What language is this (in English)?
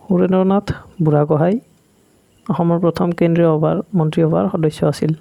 Assamese